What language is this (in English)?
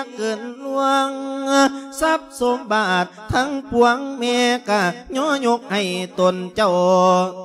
Lao